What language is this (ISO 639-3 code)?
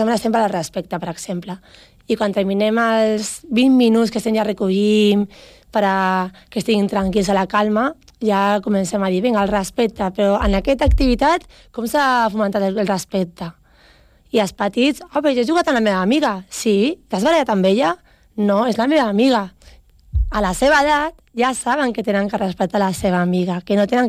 cat